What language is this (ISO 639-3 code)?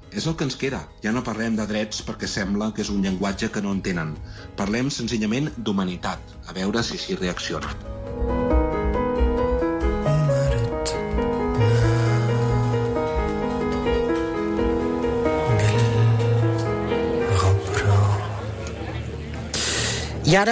cat